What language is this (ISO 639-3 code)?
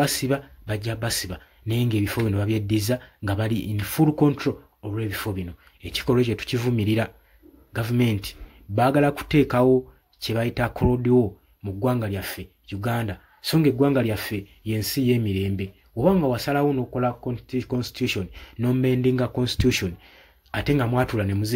lug